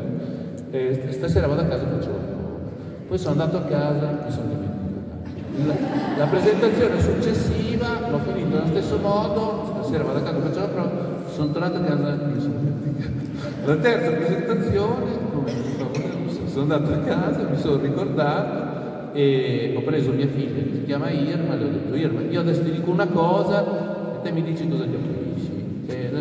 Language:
Italian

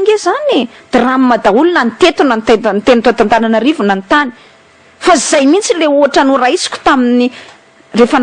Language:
Malagasy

